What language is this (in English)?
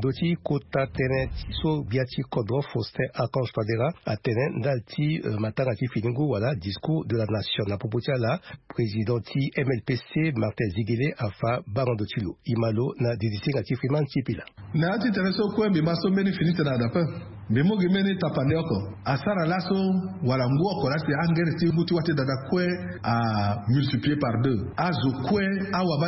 Sango